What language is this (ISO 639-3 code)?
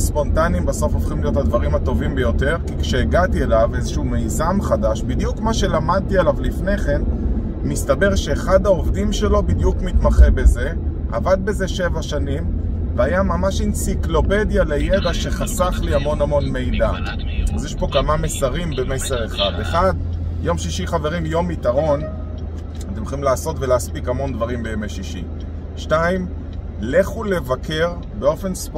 heb